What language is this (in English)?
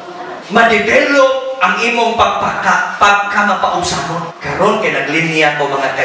Cebuano